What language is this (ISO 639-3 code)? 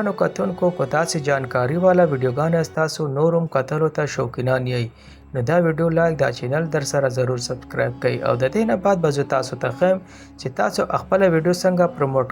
pus